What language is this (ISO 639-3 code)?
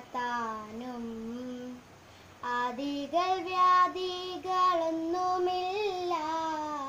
mal